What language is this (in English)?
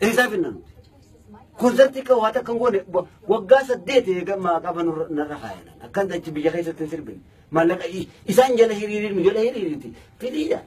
Oromo